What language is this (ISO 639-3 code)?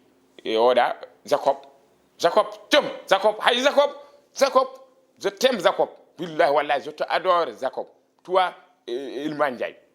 ful